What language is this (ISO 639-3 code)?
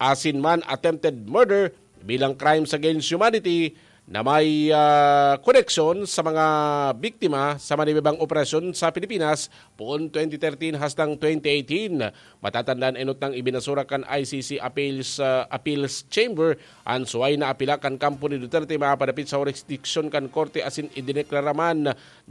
bik